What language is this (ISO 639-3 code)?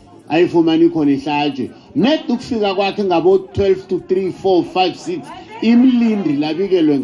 nbl